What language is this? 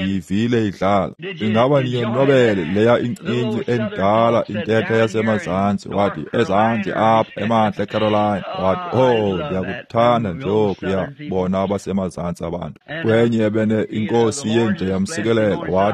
Xhosa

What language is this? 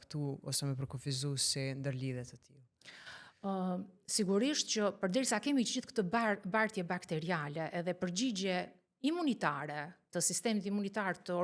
Albanian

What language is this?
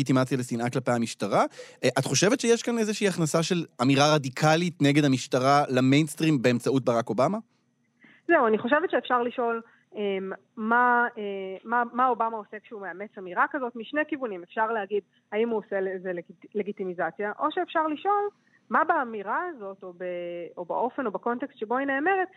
Hebrew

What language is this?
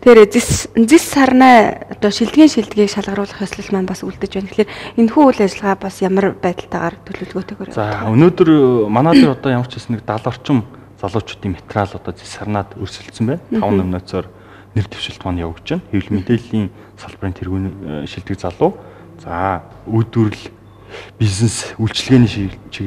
Mongolian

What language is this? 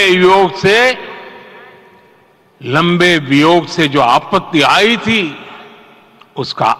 Hindi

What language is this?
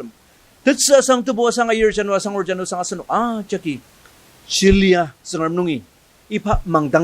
Ao Naga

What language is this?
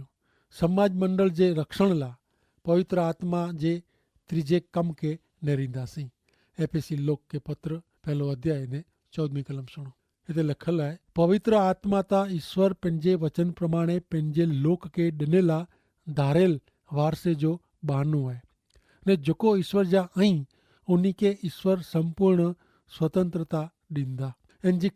Kachhi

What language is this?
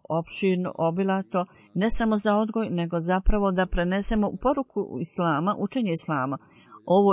Bosnian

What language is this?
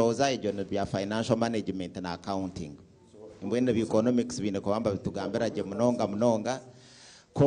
Nyankole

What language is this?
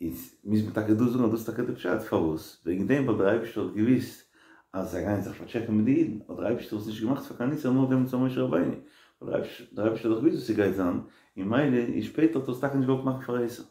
Yiddish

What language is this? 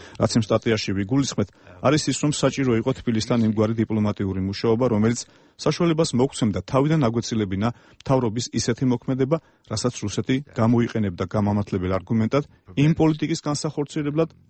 Georgian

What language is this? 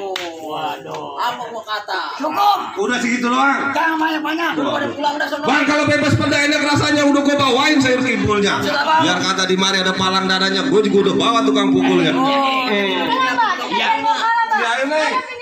Betawi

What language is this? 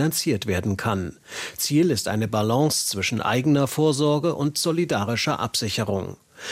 German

